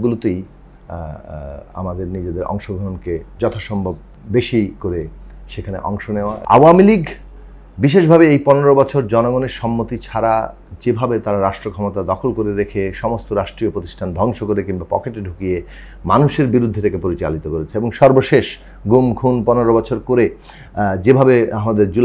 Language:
Bangla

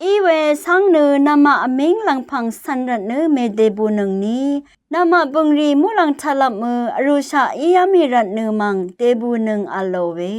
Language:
Rawang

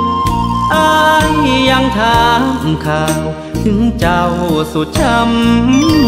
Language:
Thai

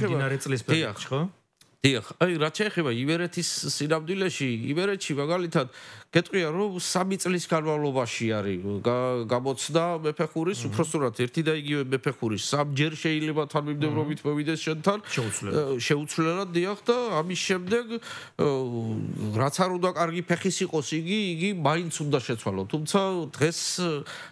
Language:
Georgian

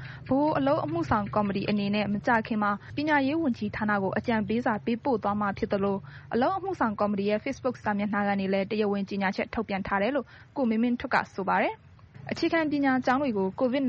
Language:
Burmese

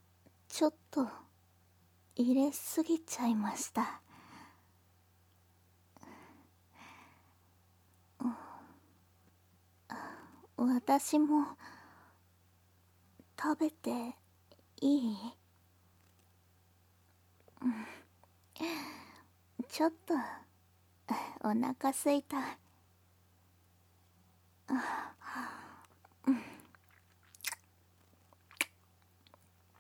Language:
Japanese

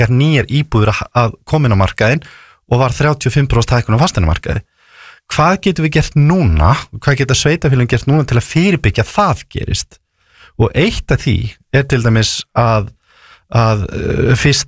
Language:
Icelandic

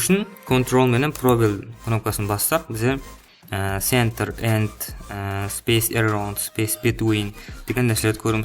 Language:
Kara-Kalpak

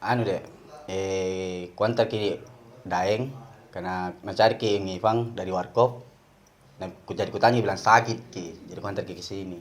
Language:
Makassar Malay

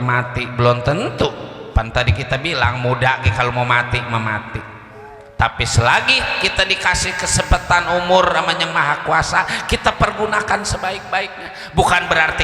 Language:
Betawi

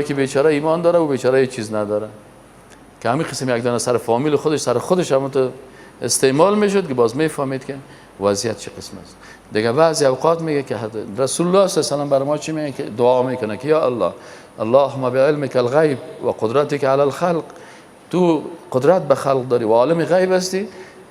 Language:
Persian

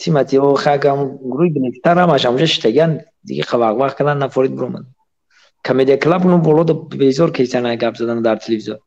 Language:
Tajik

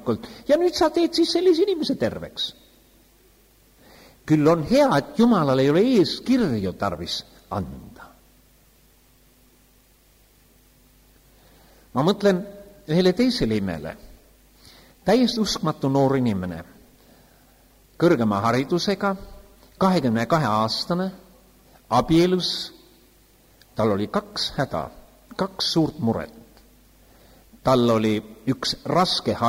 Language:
Estonian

